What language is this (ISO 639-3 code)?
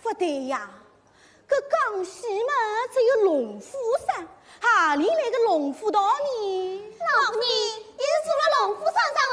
wuu